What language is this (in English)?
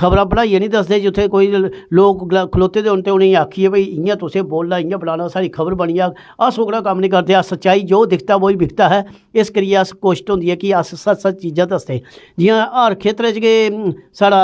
Dogri